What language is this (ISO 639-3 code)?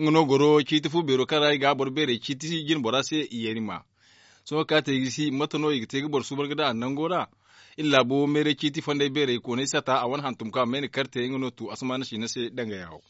dje